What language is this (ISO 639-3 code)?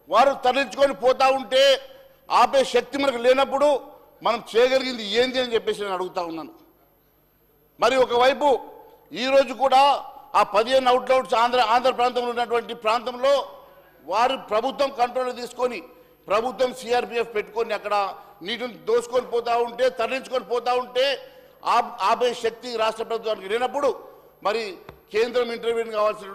tel